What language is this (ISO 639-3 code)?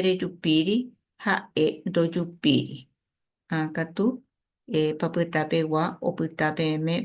grn